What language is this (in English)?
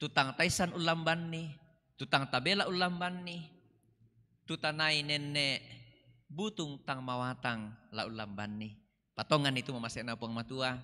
Toraja-Sa'dan